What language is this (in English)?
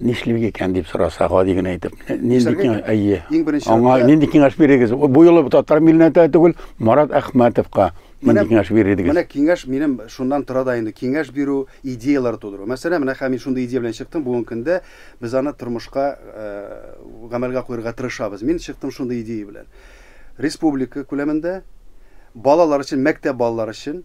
Tatar